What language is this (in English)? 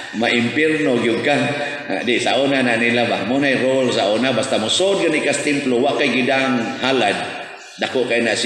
Cebuano